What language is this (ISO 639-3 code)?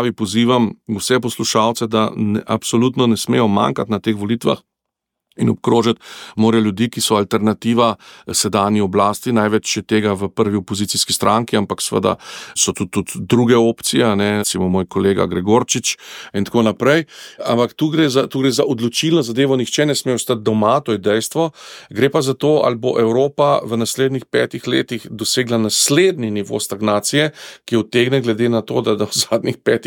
slv